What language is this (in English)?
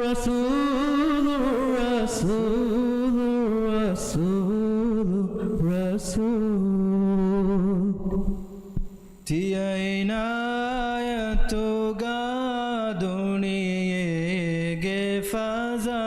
Divehi